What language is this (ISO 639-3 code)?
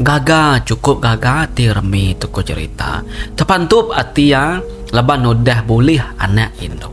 iba